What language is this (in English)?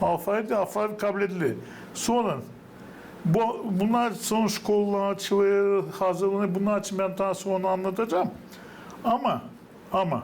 Gagauz